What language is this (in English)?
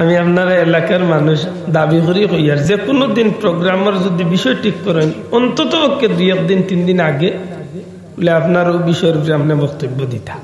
Sylheti